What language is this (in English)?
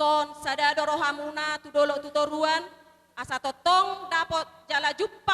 Batak Toba